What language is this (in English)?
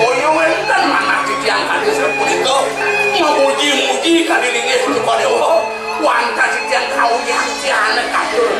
Balinese